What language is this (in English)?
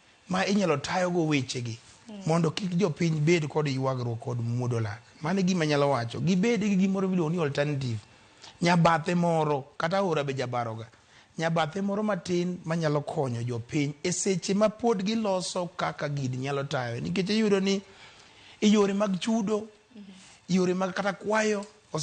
Luo (Kenya and Tanzania)